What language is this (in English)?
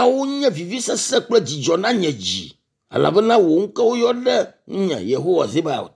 Ewe